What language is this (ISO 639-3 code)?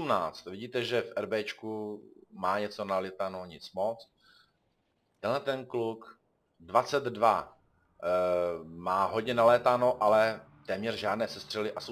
ces